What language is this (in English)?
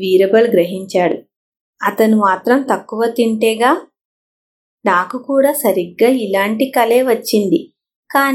Telugu